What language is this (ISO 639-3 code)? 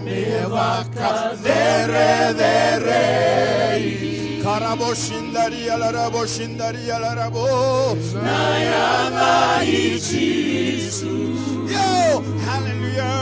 fij